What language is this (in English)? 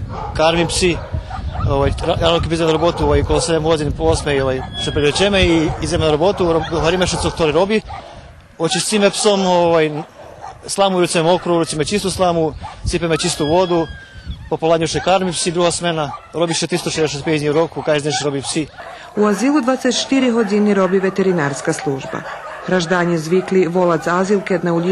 Rusyn